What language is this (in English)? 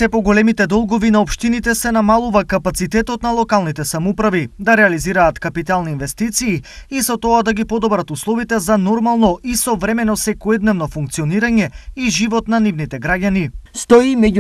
Macedonian